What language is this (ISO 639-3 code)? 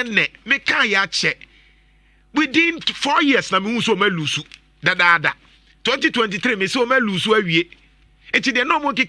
aka